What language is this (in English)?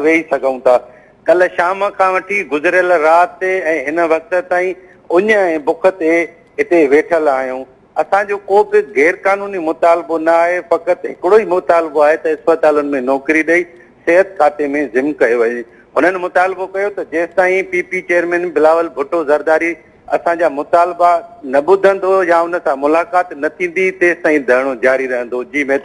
Sindhi